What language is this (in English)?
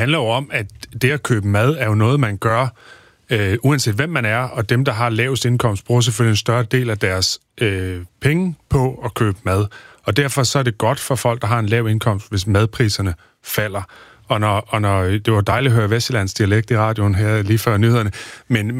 Danish